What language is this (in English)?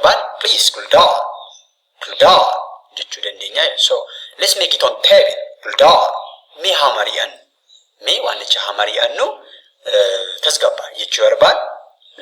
Oromo